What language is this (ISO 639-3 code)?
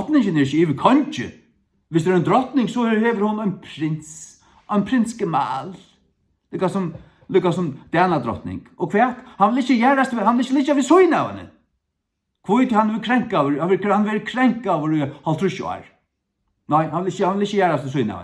fao